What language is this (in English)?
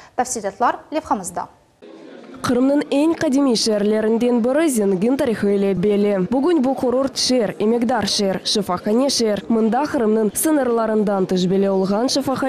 Crimean Tatar